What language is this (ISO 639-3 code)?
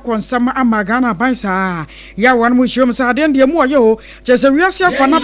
aka